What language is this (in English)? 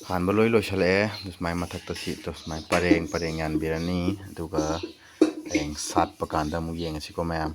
Manipuri